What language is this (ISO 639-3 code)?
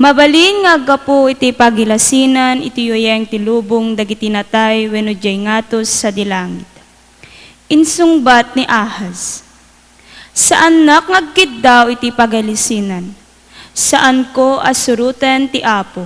ilo